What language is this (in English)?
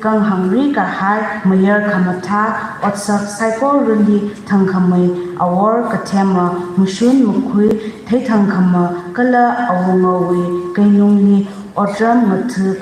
Tangkhul Naga (India)